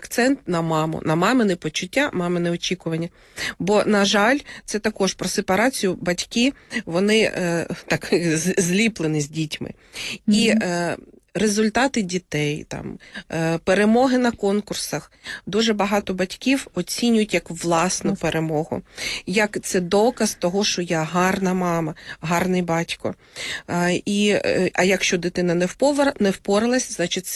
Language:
Ukrainian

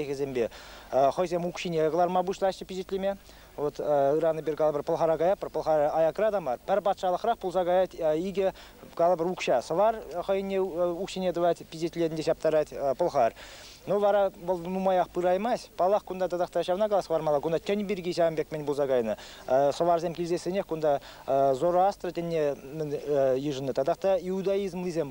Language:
Chuvash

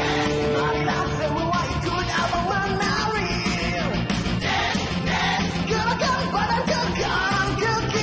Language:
Malay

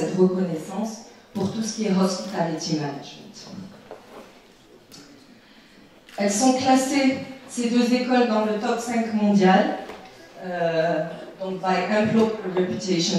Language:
French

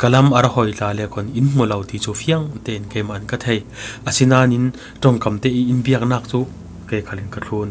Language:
Falam Chin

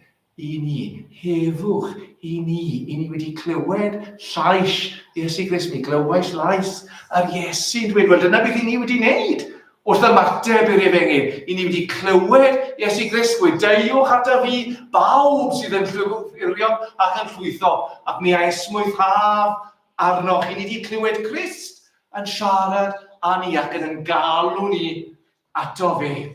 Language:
Welsh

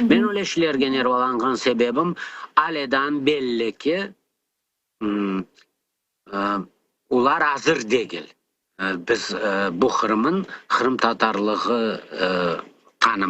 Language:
Crimean Tatar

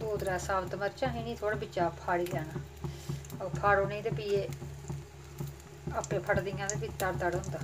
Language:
Dogri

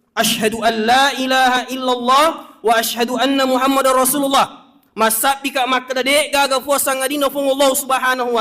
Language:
Buginese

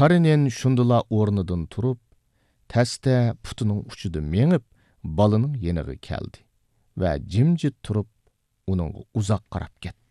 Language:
Uyghur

